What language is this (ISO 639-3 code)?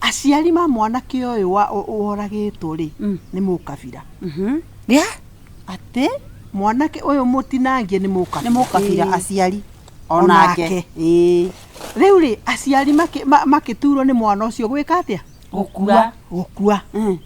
kik